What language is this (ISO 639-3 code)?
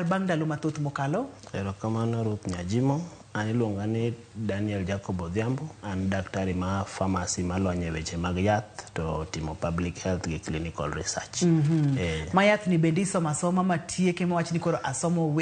luo